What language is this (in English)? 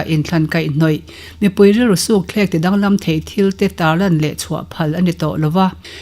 Mizo